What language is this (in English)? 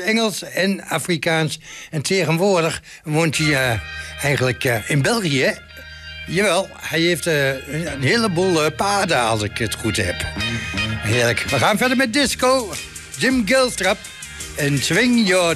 Dutch